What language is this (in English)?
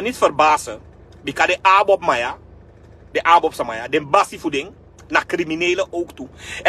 Sranan Tongo